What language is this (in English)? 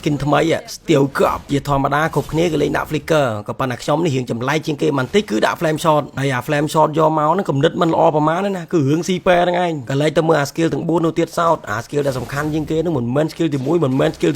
Khmer